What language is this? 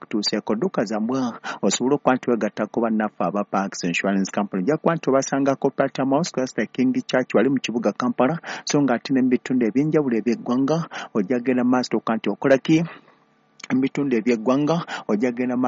Ganda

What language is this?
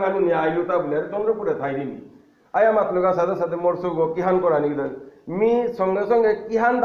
Bishnupriya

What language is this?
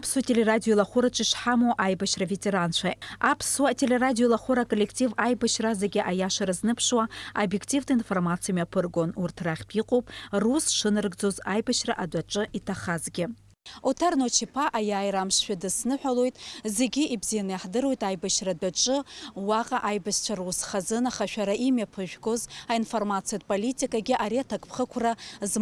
Abkhazian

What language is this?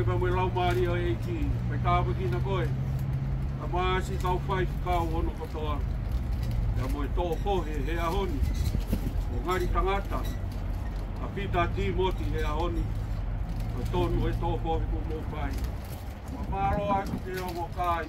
Tongan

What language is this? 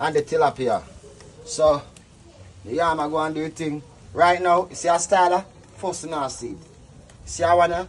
Jamaican Creole English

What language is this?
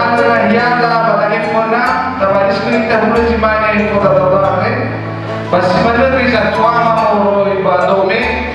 Nias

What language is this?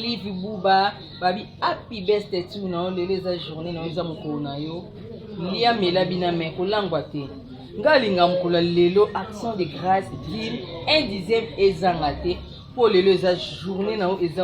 Lingala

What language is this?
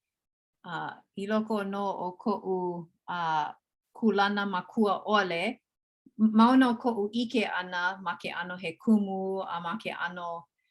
Hawaiian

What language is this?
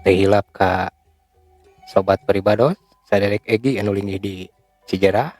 Sundanese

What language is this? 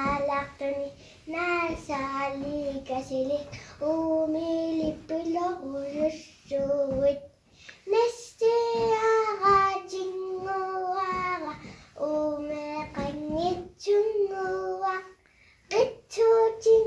Kalaallisut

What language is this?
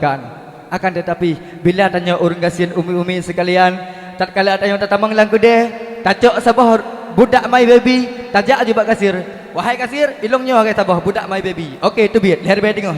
Achinese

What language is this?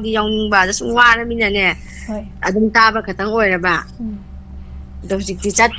Manipuri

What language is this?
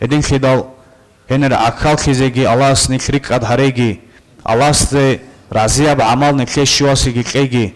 Avaric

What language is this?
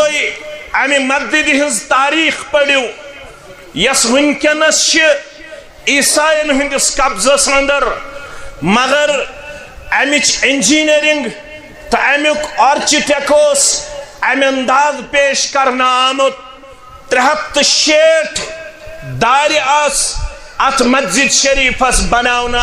Kashmiri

